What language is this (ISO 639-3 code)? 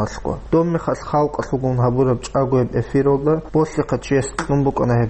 ava